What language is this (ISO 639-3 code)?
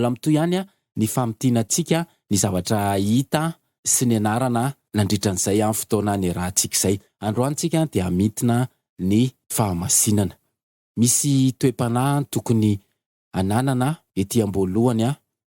mlg